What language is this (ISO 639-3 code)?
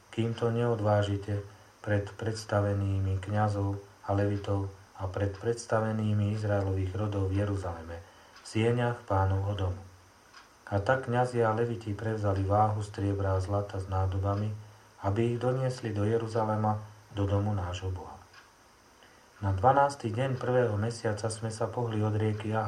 slk